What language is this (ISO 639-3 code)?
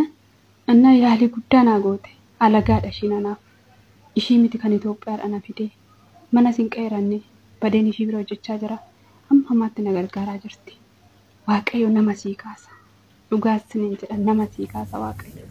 orm